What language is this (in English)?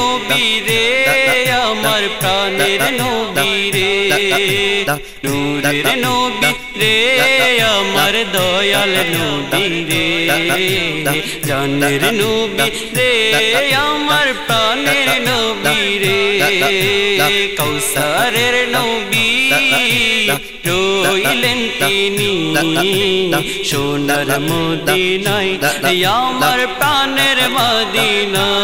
Bangla